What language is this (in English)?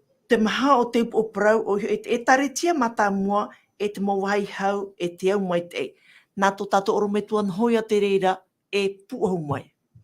Tahitian